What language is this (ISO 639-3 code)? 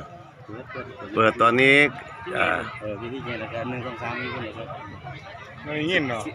tts